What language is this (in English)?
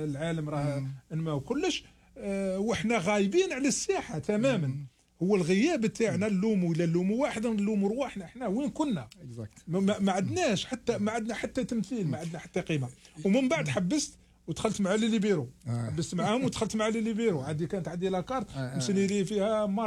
Algerian Arabic